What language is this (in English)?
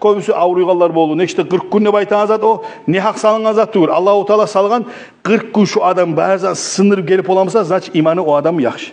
Kumyk